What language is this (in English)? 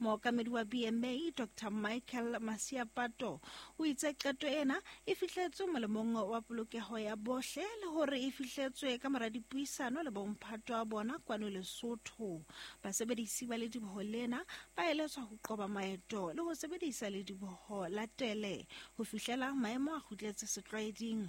Southern Sotho